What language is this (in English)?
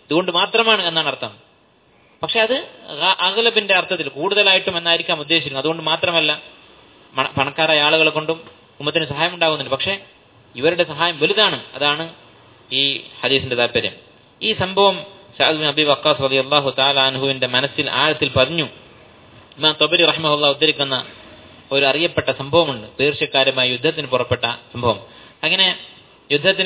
Malayalam